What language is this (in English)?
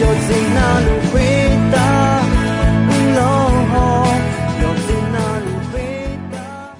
Akha